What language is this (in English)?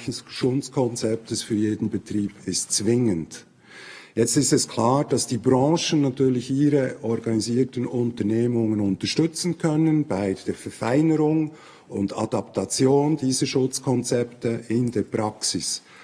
Swiss German